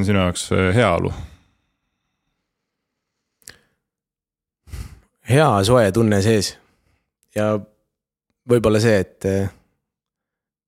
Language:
Estonian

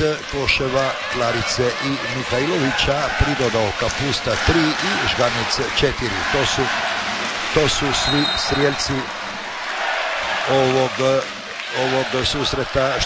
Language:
Croatian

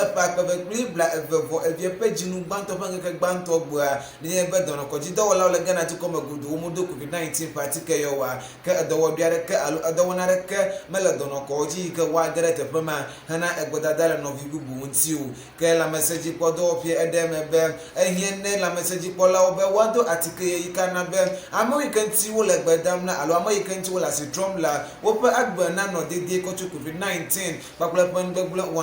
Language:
Ewe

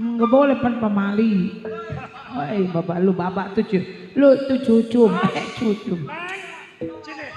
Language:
Betawi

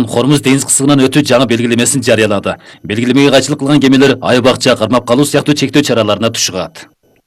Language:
Kyrgyz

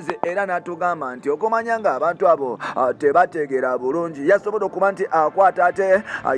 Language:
Ganda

